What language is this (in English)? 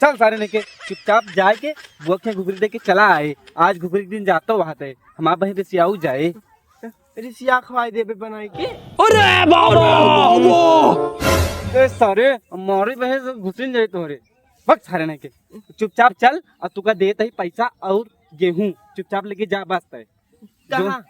Awadhi